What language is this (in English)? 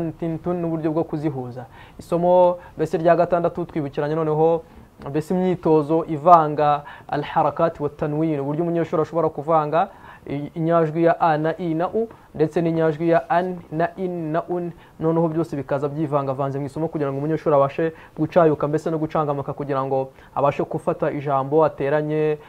Kinyarwanda